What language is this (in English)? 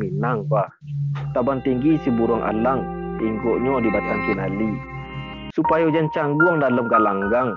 Minangkabau